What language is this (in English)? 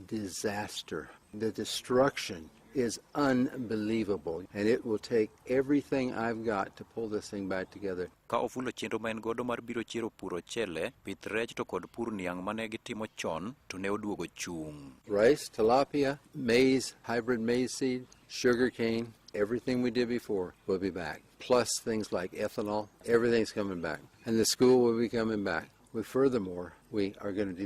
Luo (Kenya and Tanzania)